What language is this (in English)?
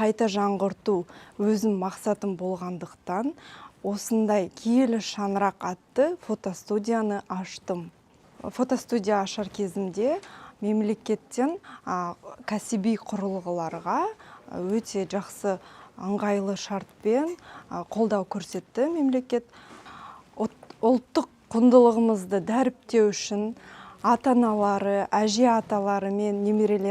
Kazakh